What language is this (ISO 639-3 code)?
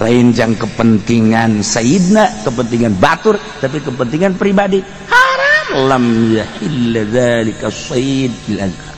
sun